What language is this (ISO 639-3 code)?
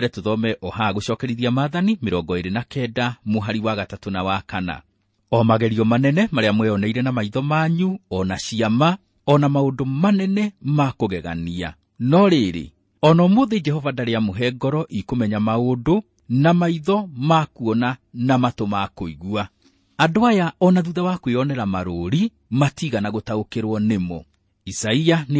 kik